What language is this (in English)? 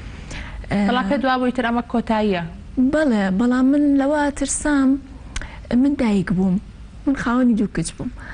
Central Kurdish